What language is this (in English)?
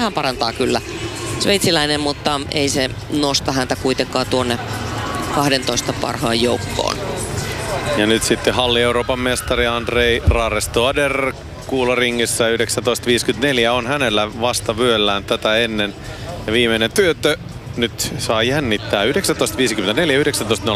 Finnish